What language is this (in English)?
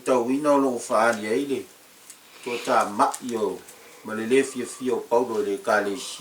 Samoan